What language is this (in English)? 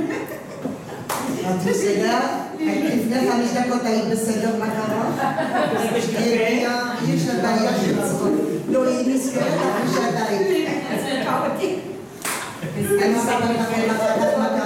Hebrew